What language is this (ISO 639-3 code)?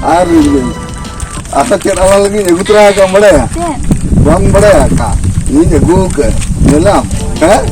sat